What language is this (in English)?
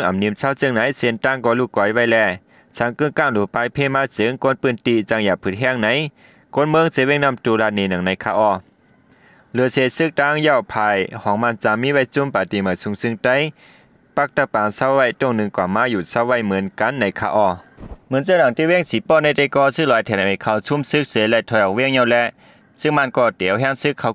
Shan